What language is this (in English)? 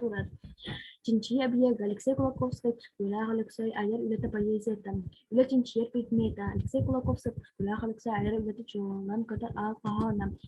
Yakut